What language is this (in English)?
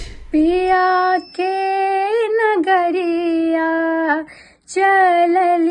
Maithili